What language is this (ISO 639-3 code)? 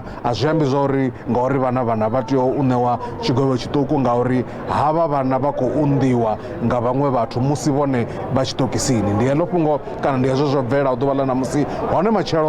ven